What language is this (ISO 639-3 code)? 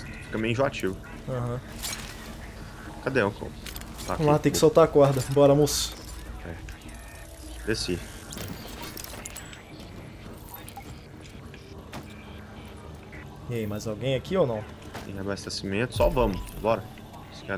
por